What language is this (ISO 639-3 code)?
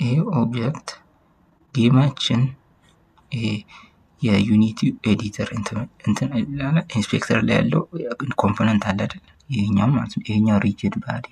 amh